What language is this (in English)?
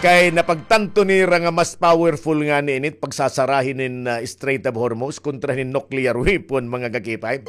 Waray